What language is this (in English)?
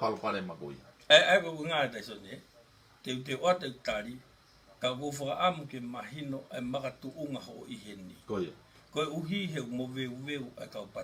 Tongan